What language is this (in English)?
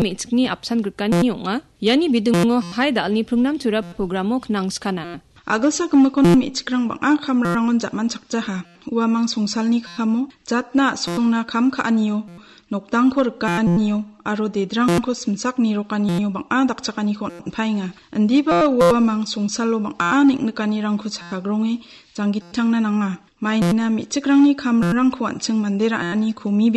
Garo